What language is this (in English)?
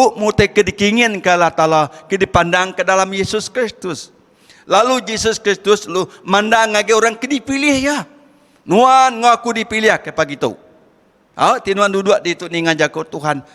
Iban